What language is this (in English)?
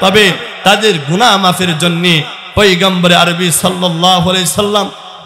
Bangla